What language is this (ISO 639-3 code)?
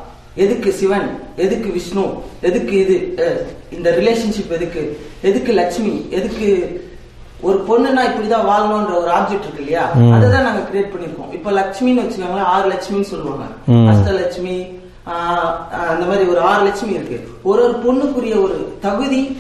tam